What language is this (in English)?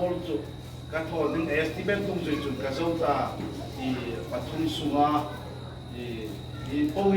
Hmar